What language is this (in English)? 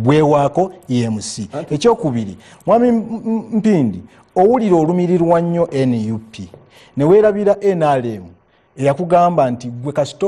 Ganda